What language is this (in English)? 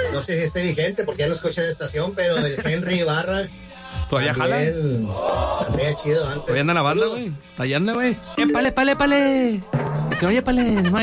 Spanish